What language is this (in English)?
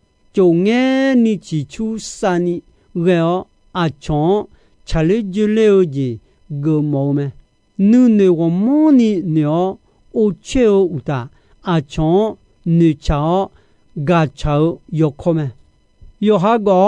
Akha